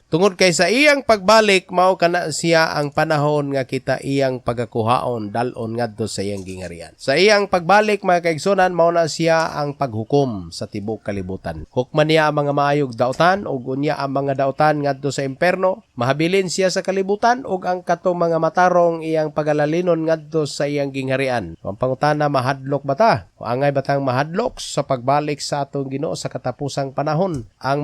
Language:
Cebuano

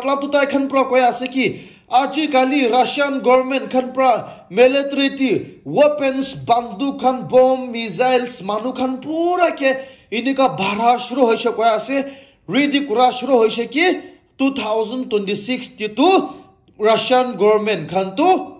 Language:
Naga Pidgin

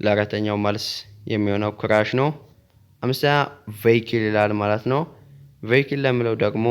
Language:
Amharic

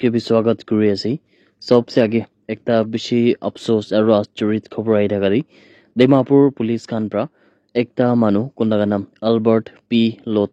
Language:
Naga Pidgin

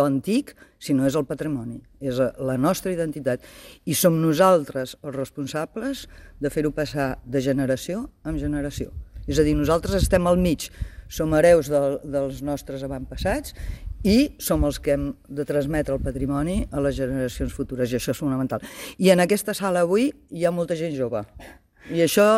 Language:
Catalan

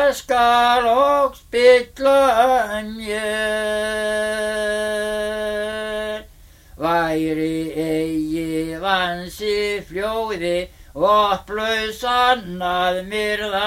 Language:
Icelandic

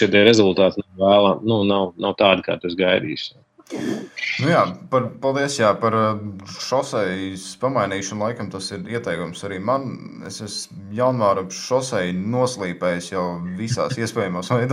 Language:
Latvian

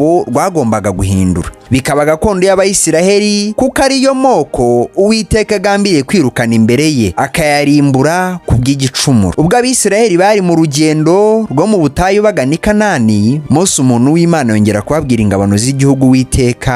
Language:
Kinyarwanda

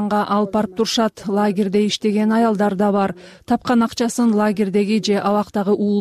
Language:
Kyrgyz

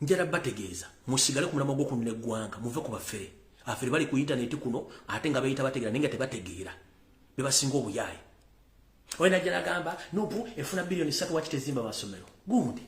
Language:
Ganda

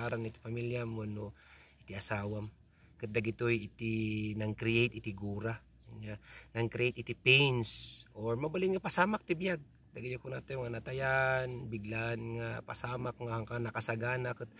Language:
Iloko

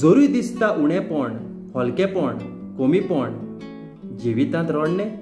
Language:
Konkani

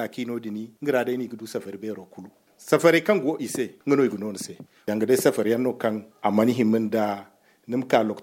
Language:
Zarma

